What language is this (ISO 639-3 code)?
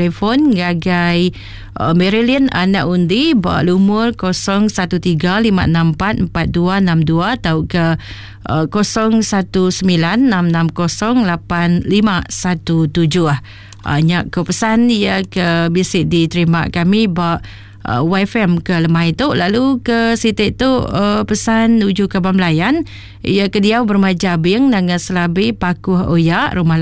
iba